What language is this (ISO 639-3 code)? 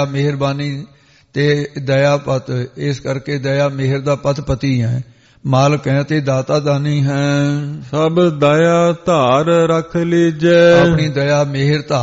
pan